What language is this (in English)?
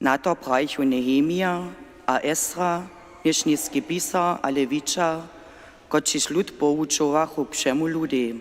Upper Sorbian